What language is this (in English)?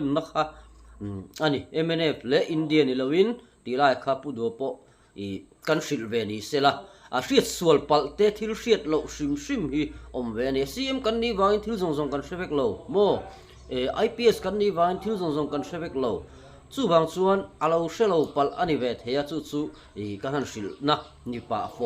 Mizo